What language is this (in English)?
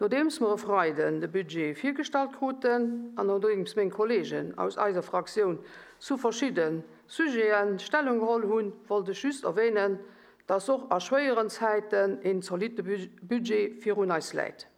Luxembourgish